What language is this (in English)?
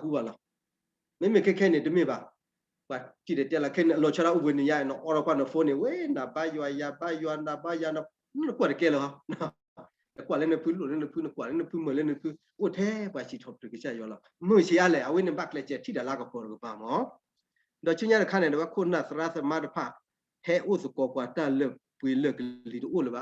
S'gaw Karen